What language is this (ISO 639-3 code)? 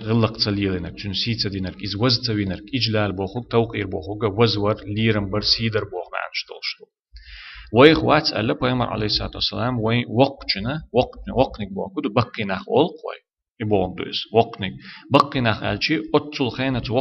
che